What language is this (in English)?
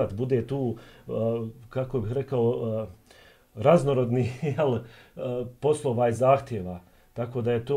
Bosnian